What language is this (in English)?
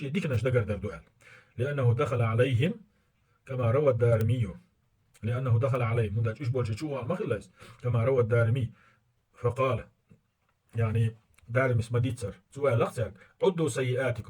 Chechen